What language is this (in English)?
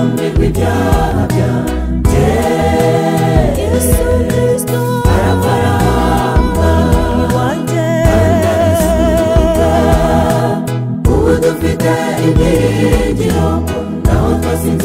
Kinyarwanda